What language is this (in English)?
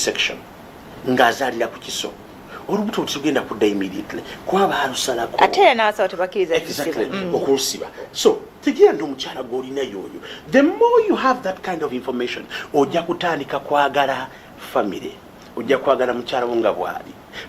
Ganda